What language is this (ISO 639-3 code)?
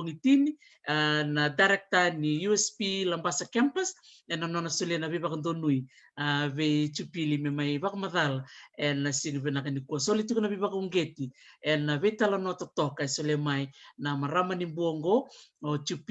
fij